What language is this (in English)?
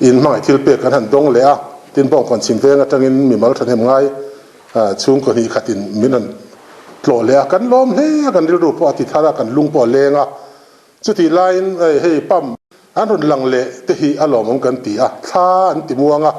Mizo